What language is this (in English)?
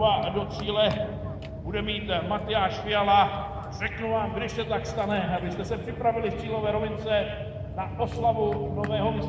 Czech